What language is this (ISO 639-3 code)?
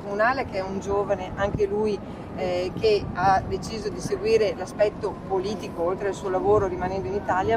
ita